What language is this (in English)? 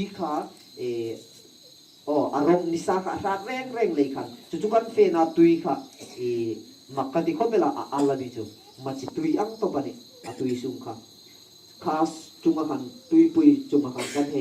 Hmar